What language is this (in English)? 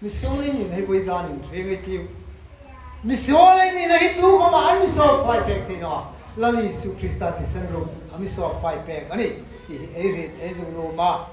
Hmar